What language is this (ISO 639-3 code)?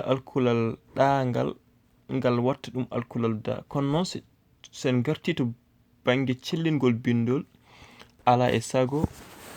ful